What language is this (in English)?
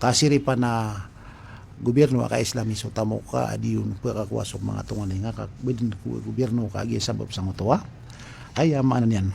Maranao